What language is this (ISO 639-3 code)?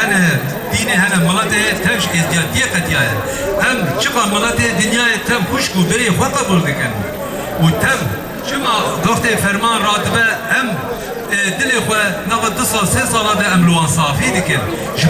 kur